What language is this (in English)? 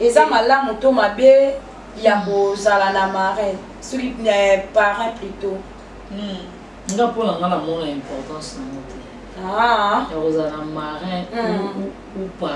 Lingala